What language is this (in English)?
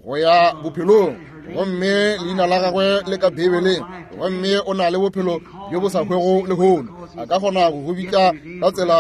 Northern Sotho